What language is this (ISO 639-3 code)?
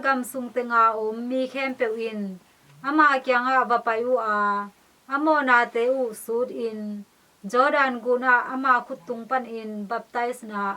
ctd